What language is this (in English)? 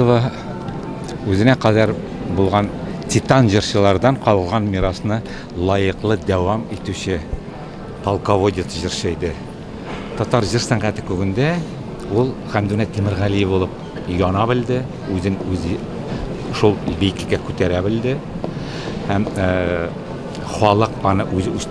Tatar